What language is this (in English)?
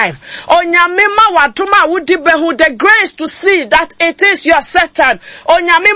Akan